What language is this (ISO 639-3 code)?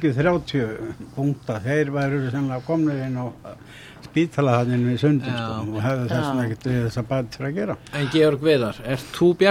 isl